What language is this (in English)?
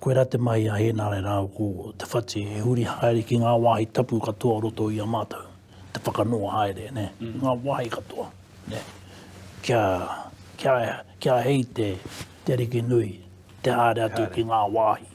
Māori